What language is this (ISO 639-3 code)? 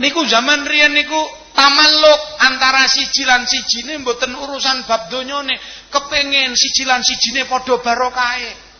jav